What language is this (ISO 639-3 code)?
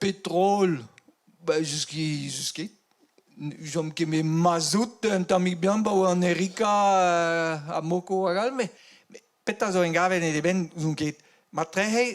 bre